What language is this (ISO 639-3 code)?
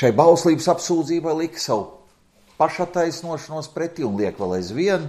lav